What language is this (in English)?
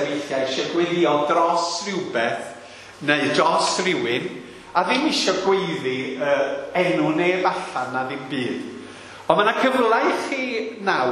Welsh